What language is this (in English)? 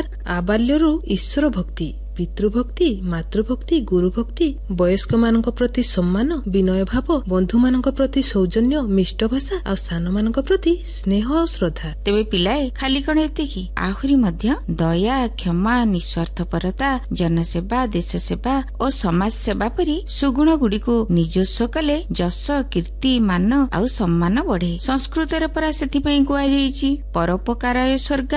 Odia